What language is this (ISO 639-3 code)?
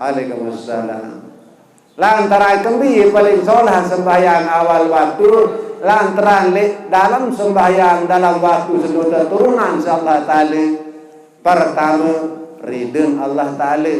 sas